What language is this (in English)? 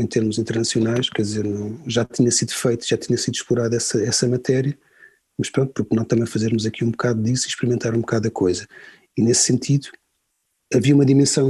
Portuguese